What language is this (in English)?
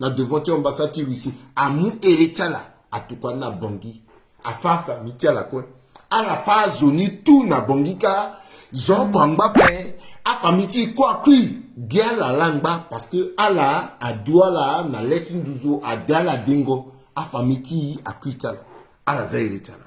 Sango